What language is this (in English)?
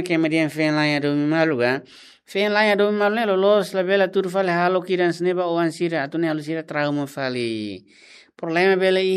Tetum